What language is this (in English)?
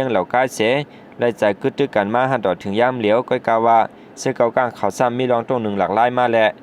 Shan